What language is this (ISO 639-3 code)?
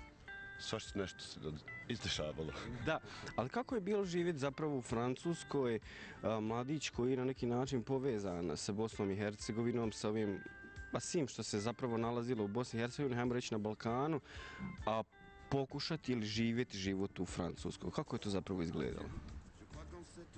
bos